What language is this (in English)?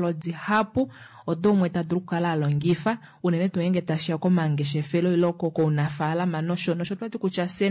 Kuanyama